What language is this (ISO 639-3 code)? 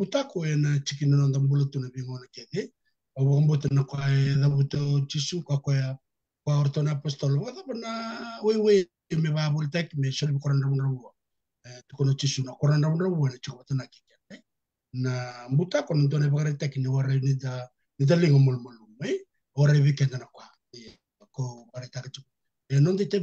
fij